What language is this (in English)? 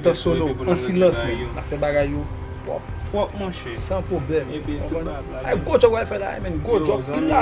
Haitian Creole